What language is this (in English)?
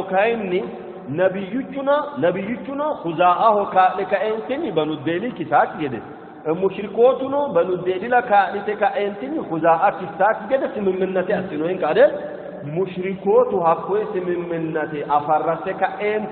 Sidamo